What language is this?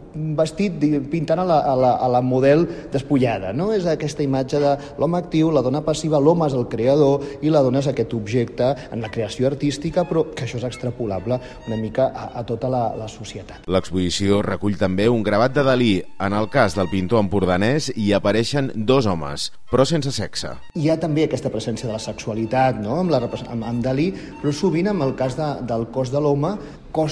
Catalan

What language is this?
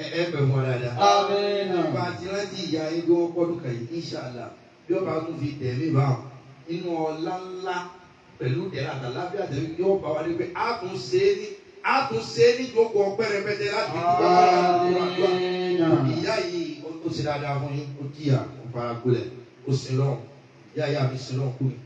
Yoruba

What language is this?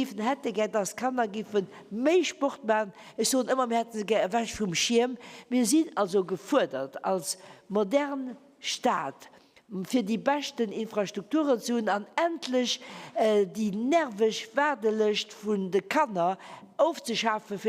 Luxembourgish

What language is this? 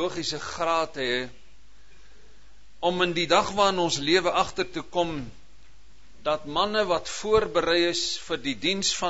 Afrikaans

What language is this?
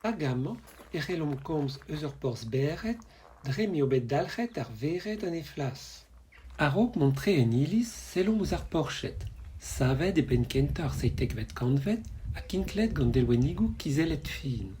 Breton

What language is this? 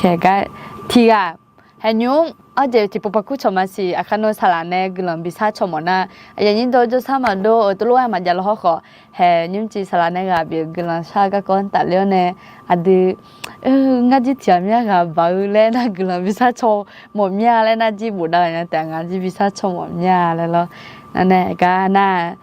Akha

